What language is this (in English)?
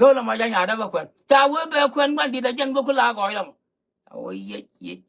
Nuer